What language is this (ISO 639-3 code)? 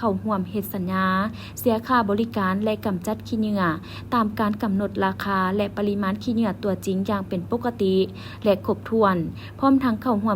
lao